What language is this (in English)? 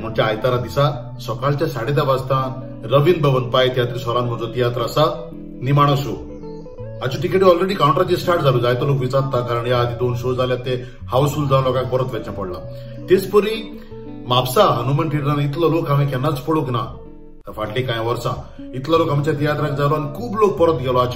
Konkani